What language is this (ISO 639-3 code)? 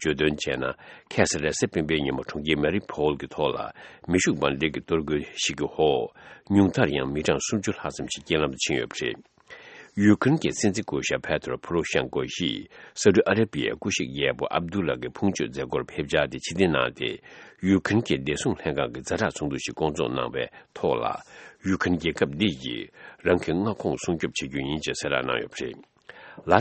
bod